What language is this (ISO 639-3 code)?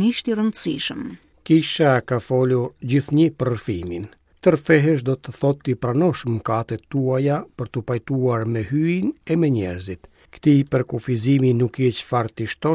sqi